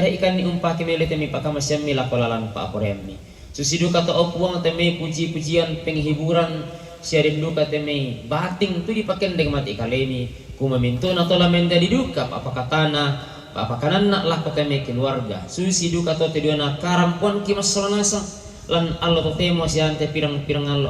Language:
Toraja-Sa'dan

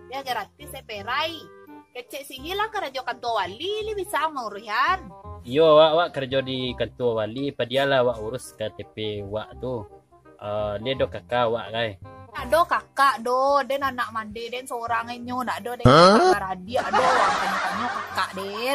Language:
Minangkabau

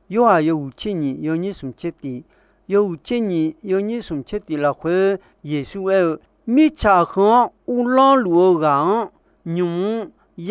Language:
Akha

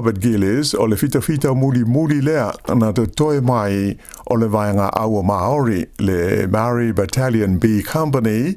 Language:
Samoan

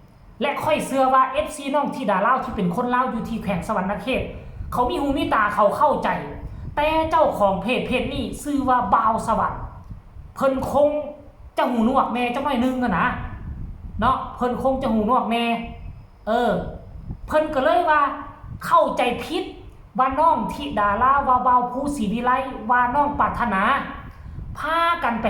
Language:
Northeastern Thai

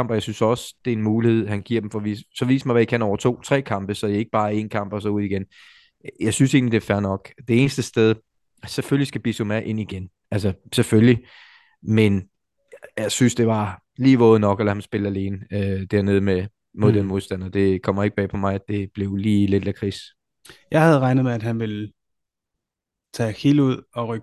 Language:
Danish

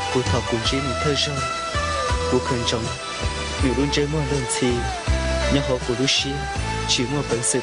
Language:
Hmong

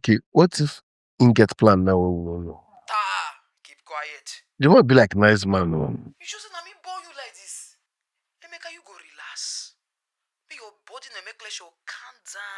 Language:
Nigerian Pidgin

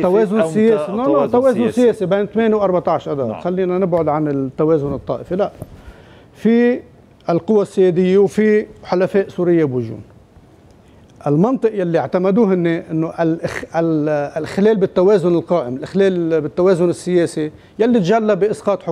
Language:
North Levantine Arabic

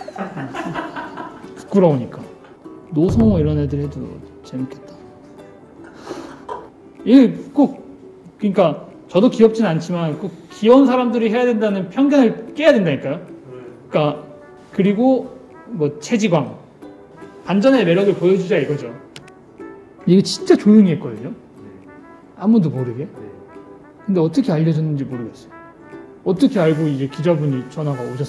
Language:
Korean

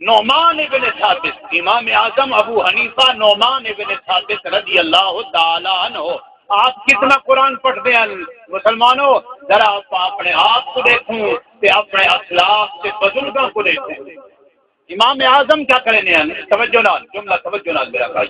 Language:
Saraiki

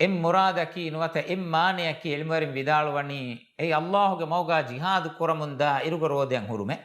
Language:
Divehi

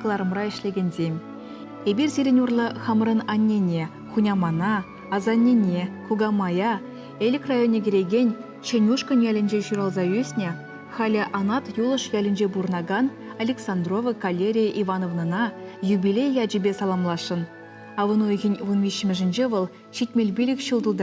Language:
Chuvash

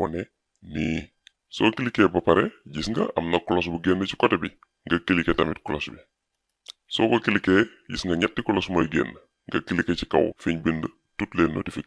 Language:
Wolof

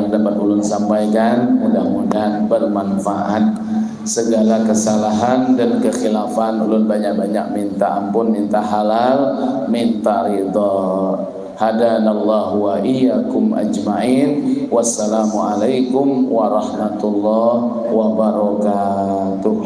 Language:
Banjar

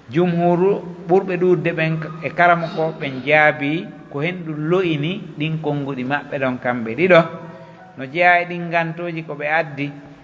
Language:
Pular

